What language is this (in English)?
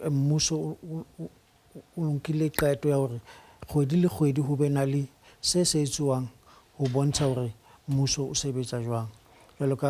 Southern Sotho